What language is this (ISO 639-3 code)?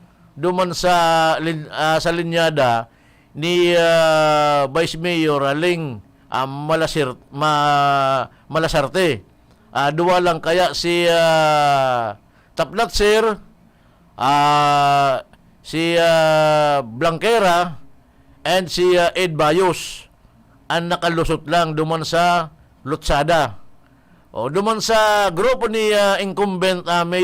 bik